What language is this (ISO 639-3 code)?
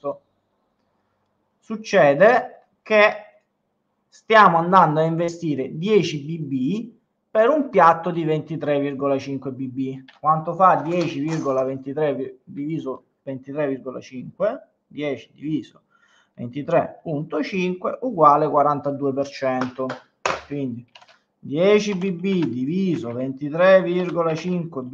ita